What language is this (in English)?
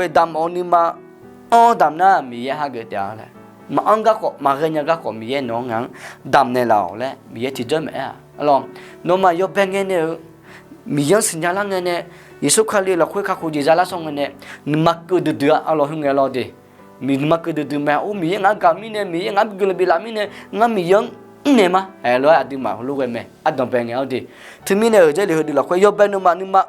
Akha